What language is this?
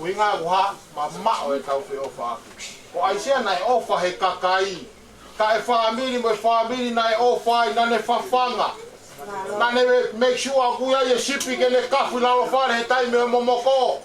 Tongan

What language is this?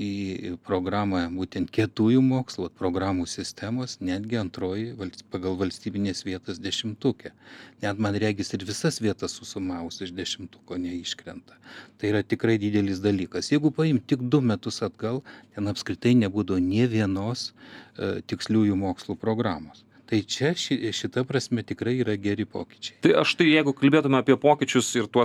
Lithuanian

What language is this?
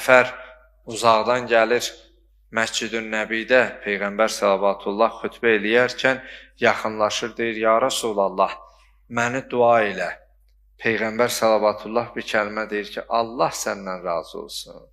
Azerbaijani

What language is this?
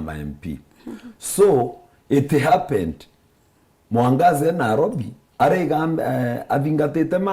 Meru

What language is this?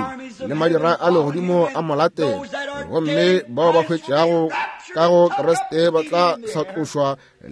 Northern Sotho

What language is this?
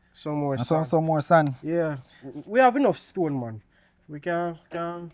Jamaican Creole English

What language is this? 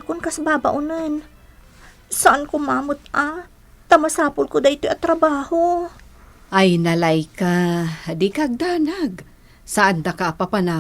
Iloko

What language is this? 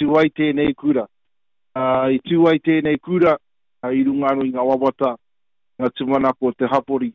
Māori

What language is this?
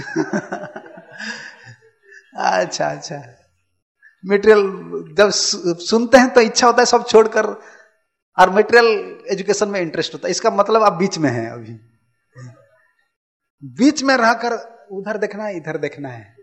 Hindi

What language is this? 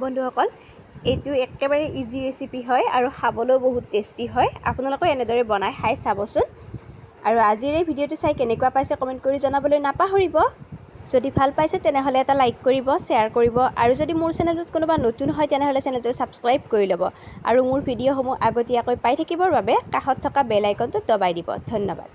Assamese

